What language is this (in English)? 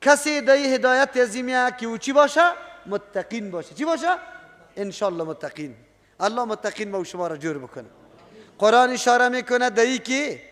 Persian